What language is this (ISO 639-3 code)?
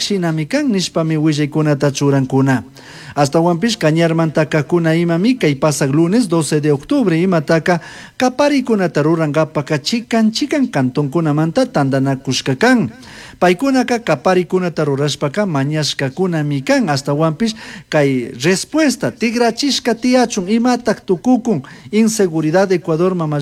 qug